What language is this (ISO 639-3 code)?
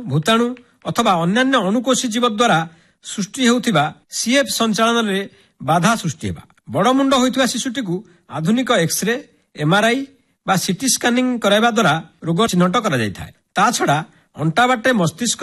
ori